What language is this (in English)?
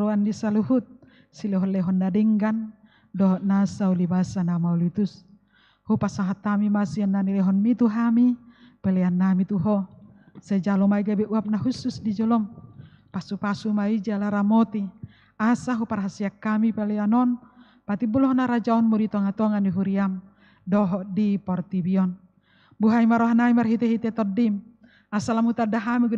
Batak Toba